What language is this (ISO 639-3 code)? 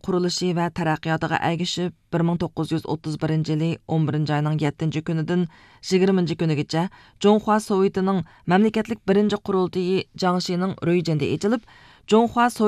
uig